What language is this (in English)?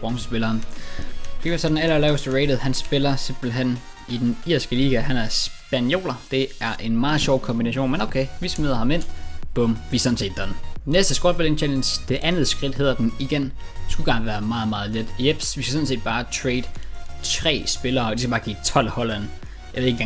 Danish